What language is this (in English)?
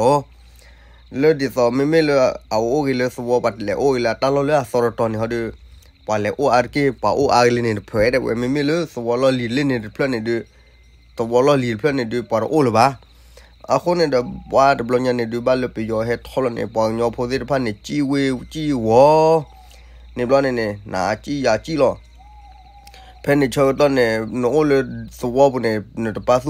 S'gaw Karen